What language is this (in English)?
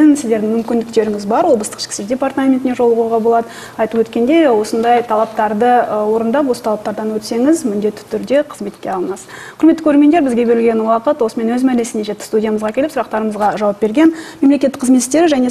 Kazakh